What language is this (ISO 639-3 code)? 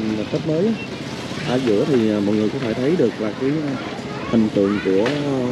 vie